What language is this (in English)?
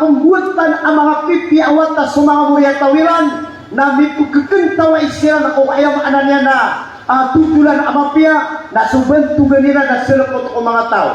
Maranao